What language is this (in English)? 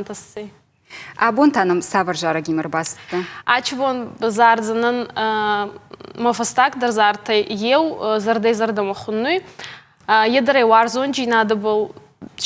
Ossetic